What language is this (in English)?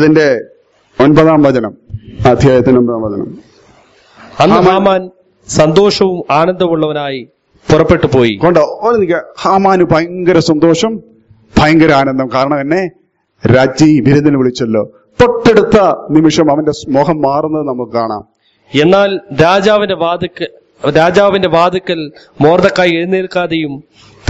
Malayalam